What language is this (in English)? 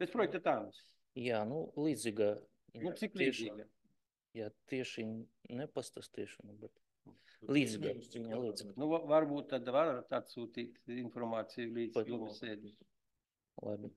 Latvian